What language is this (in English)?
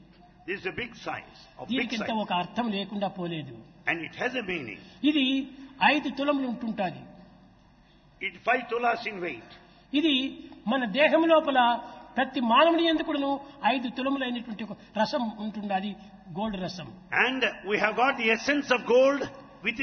Telugu